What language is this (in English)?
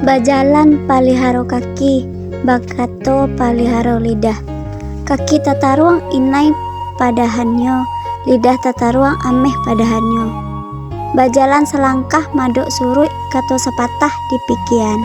Minangkabau